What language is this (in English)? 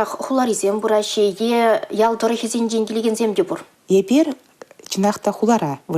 Chuvash